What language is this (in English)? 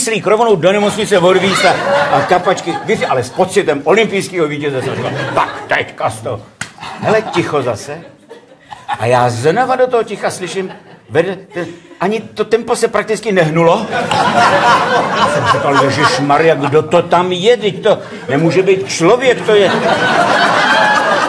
Czech